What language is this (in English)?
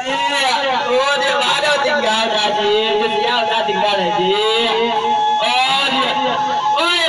Minangkabau